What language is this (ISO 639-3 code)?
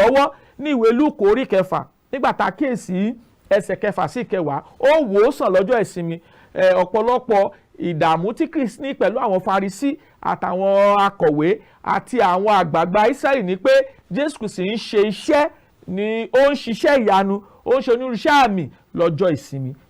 yor